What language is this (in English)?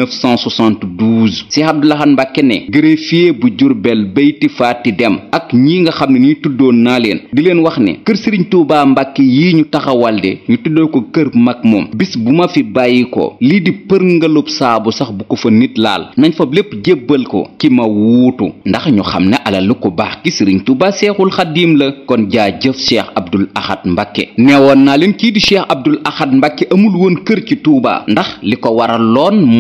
Wolof